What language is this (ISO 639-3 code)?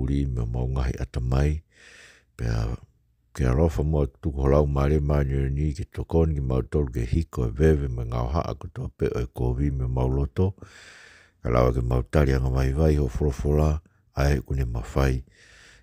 ton